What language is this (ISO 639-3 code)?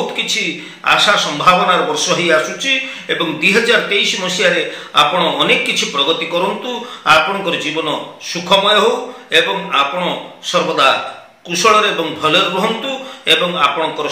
ori